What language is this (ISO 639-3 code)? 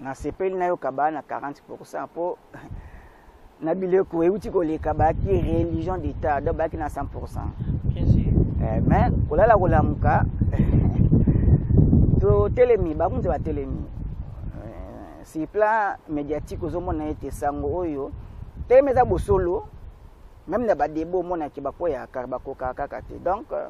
lin